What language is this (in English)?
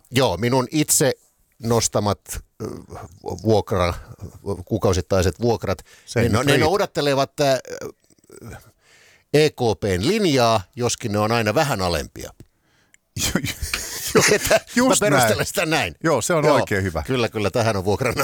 Finnish